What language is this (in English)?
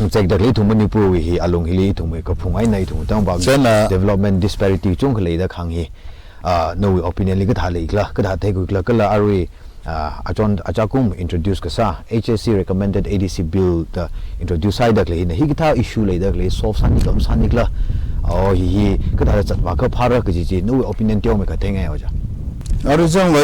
Tangkhul Naga (India)